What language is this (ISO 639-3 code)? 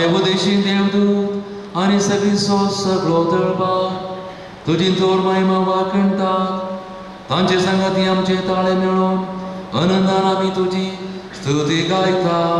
kok